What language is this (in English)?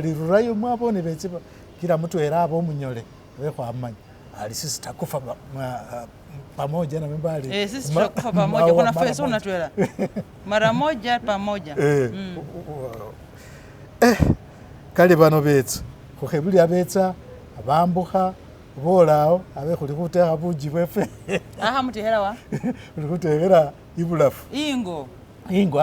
Masaaba